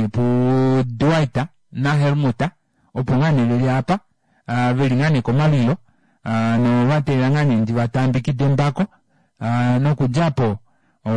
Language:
Kuanyama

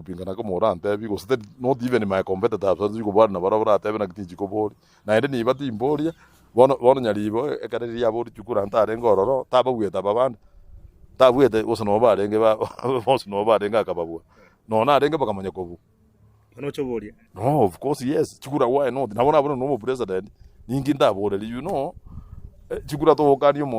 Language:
Gusii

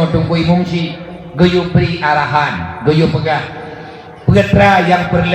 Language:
Achinese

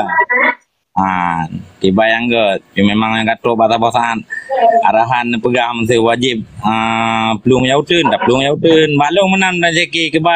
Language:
Achinese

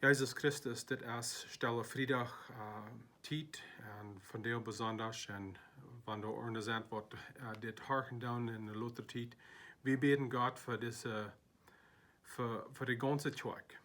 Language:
Plautdietsch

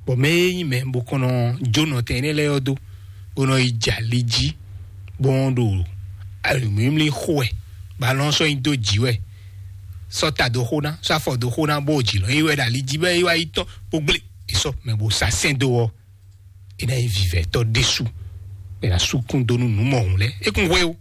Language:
Fon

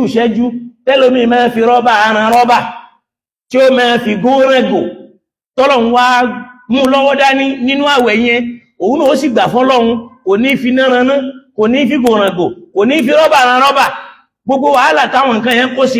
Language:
Yoruba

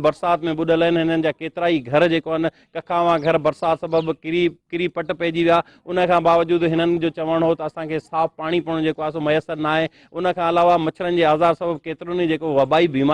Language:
Sindhi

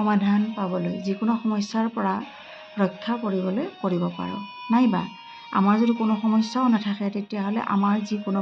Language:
Assamese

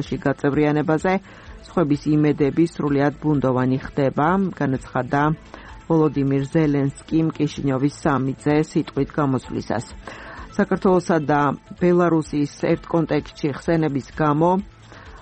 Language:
Georgian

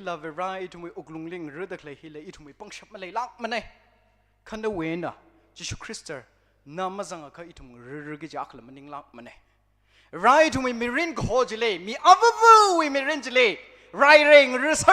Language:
Tangkhul Naga (India)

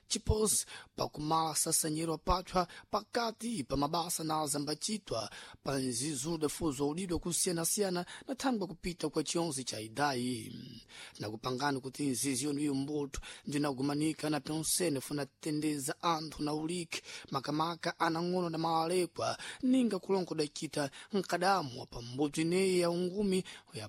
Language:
Sena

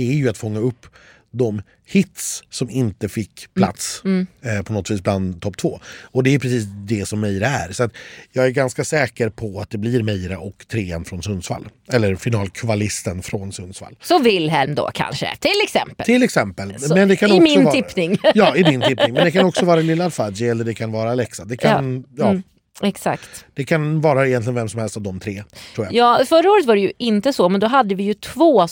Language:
Swedish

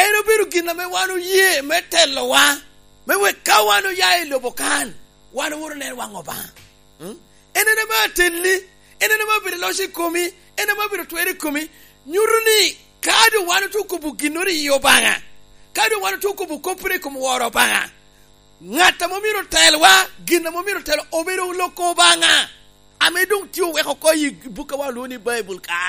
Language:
Lango (Uganda)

